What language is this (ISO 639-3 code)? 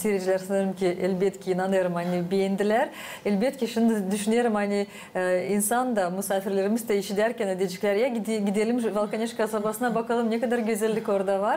gag